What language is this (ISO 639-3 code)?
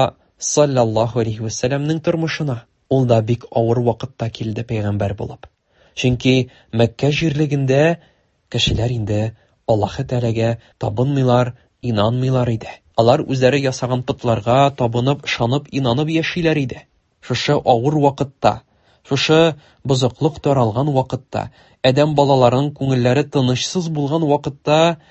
tat